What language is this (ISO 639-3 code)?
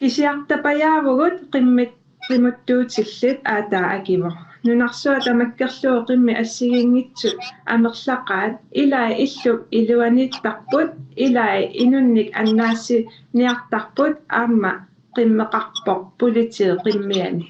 kal